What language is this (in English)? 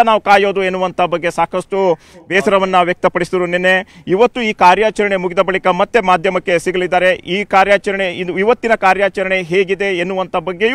Kannada